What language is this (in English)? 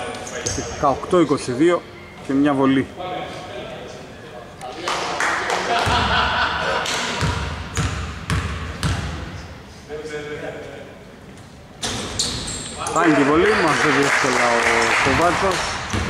Greek